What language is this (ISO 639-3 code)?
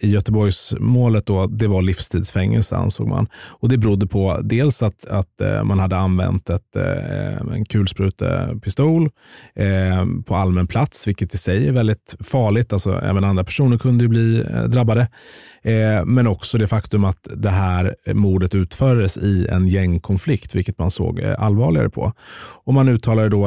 swe